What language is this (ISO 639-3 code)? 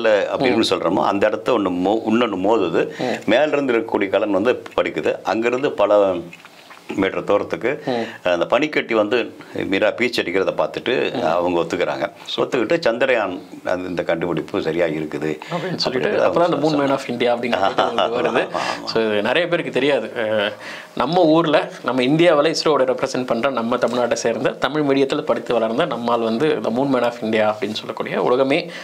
tam